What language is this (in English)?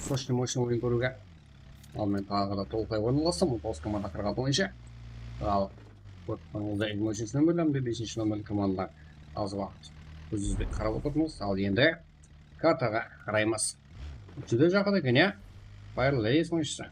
Kara-Kalpak